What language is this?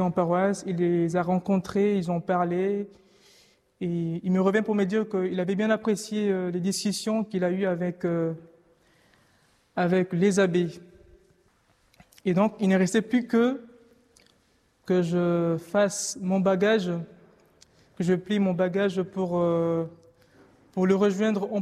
French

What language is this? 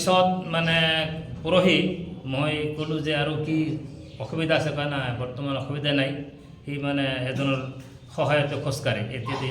Assamese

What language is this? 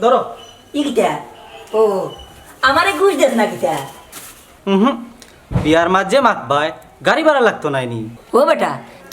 Sylheti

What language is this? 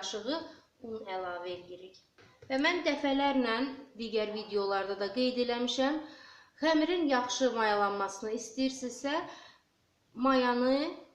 Azerbaijani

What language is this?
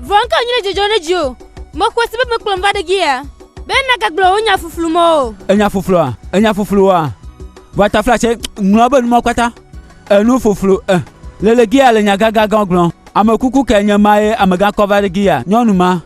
Gen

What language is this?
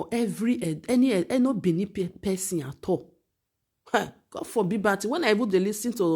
Nigerian Pidgin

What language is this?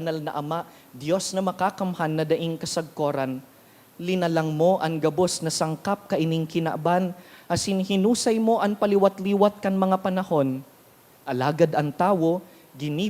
Bikol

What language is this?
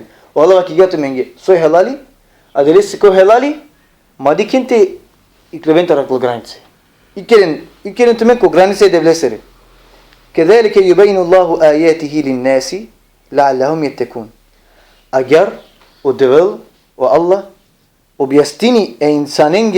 Balkan Romani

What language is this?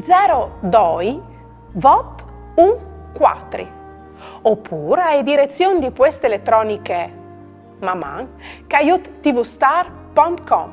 Friulian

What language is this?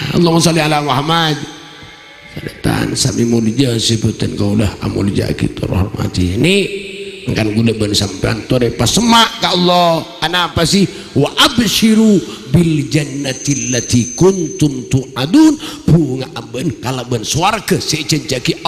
Madurese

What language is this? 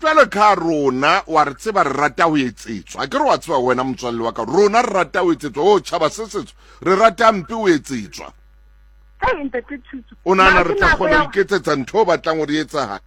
Southern Sotho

